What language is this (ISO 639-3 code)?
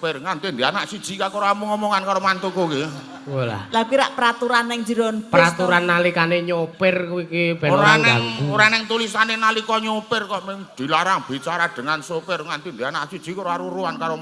jav